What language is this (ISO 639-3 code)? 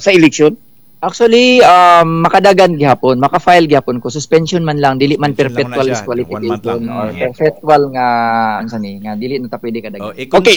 ceb